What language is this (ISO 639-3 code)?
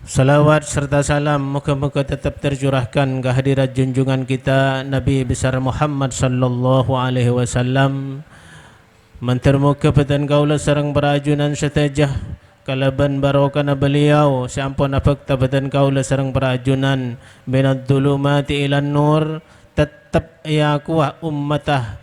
mad